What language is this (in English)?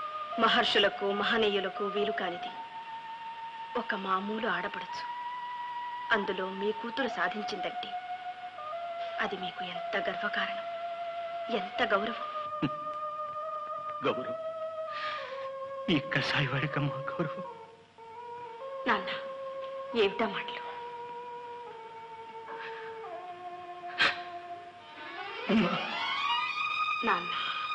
Telugu